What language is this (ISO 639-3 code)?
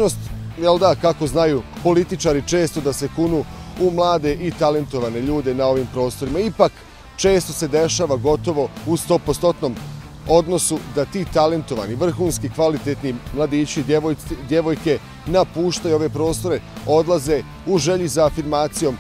bos